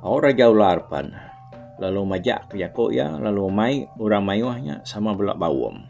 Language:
Iban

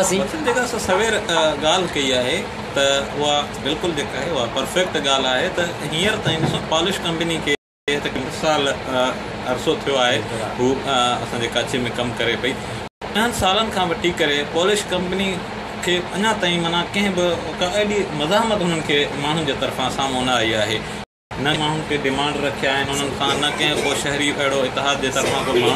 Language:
Sindhi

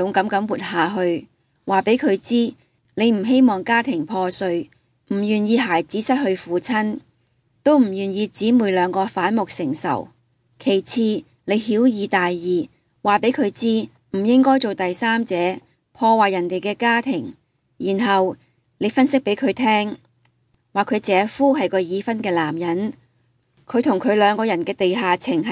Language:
Cantonese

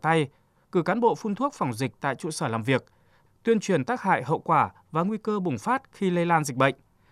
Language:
Vietnamese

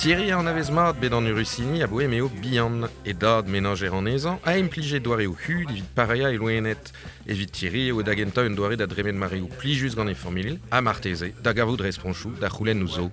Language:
Breton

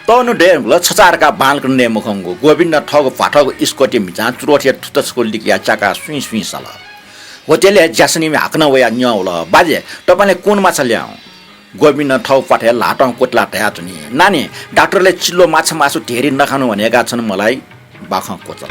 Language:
Newari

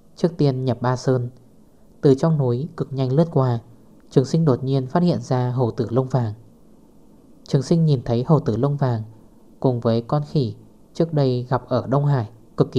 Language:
Vietnamese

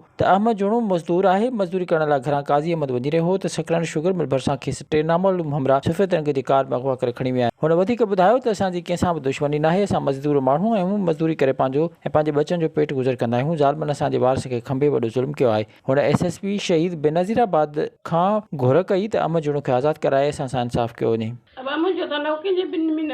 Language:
Sindhi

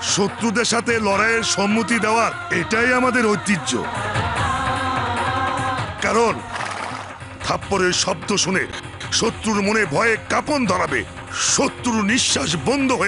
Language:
Bangla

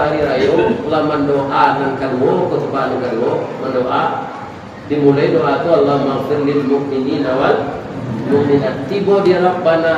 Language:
Minangkabau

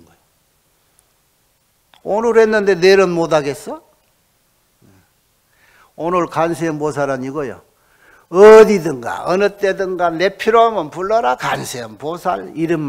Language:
Korean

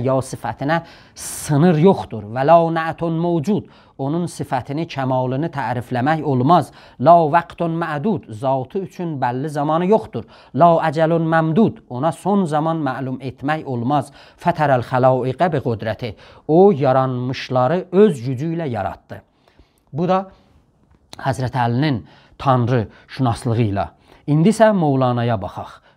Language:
South Azerbaijani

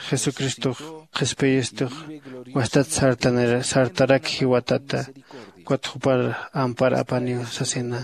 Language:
Aymara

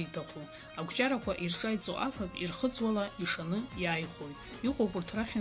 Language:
Abkhazian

